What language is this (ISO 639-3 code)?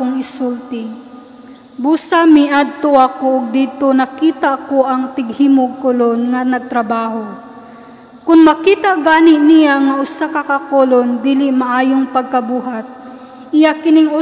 ceb